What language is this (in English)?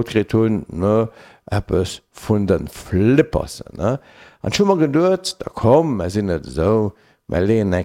Luxembourgish